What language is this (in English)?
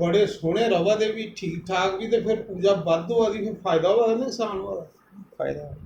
Dogri